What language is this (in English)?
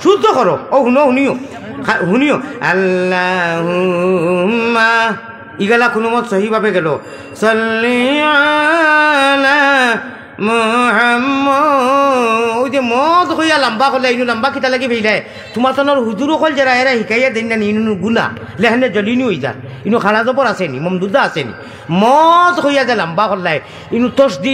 Sylheti